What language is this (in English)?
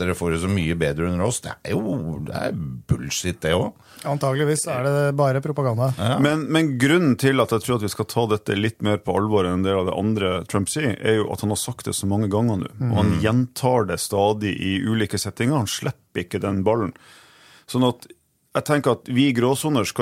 Norwegian